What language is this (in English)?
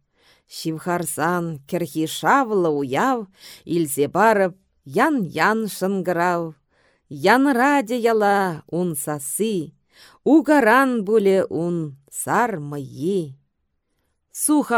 Chuvash